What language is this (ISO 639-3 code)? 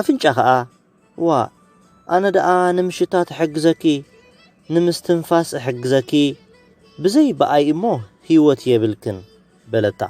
tir